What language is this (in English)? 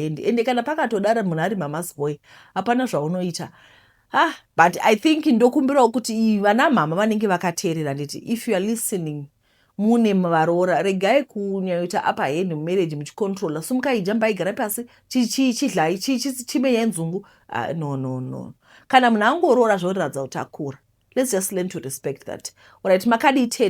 Shona